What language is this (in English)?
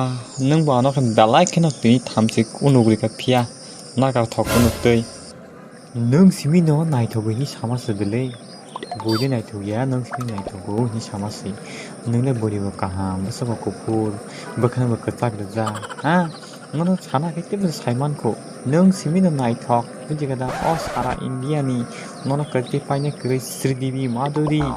Kok Borok